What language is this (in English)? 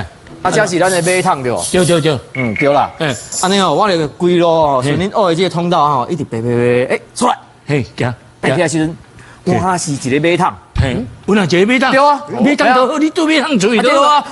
Min Nan Chinese